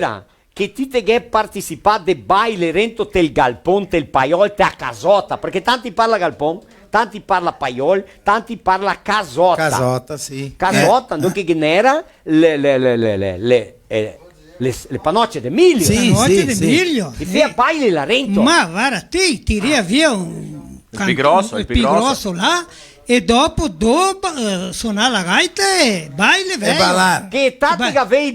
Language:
Venetian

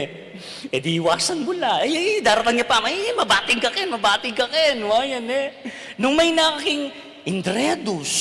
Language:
Pampanga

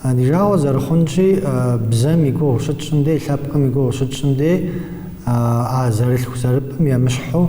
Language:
Kabardian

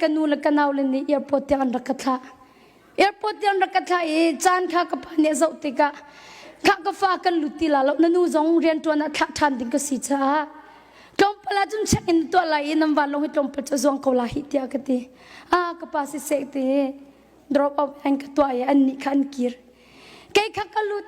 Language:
Hakha Chin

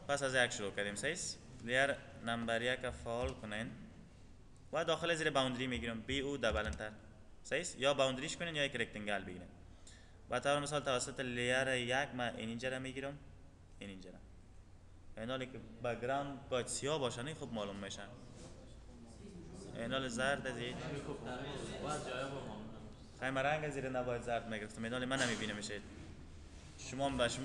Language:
Persian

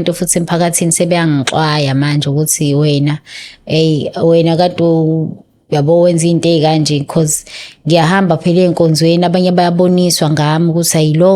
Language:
Zulu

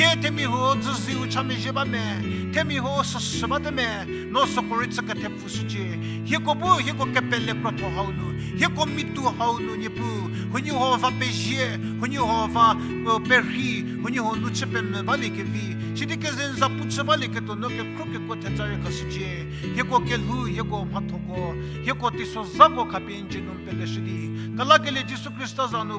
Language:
Angami Naga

